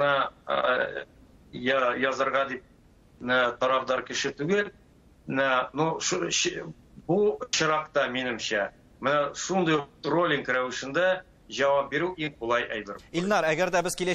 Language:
Tatar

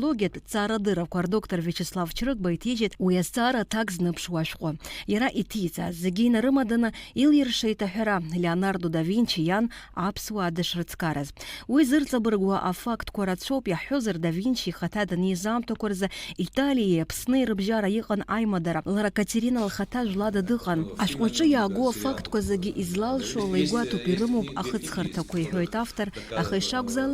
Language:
Abkhazian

